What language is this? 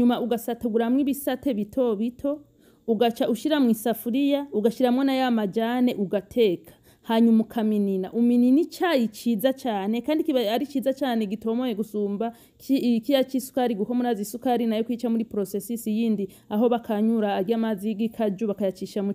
Rundi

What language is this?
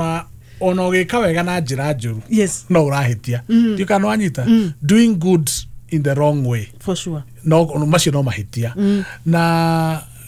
Kikuyu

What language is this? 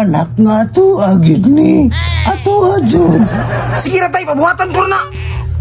Cebuano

